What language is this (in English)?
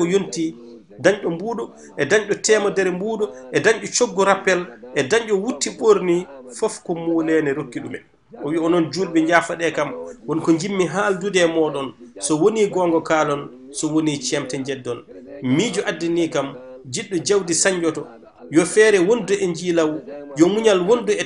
Fula